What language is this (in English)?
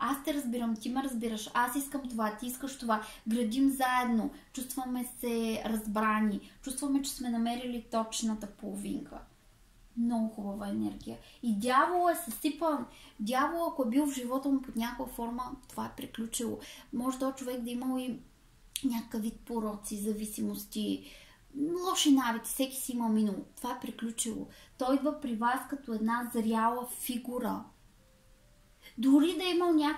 Bulgarian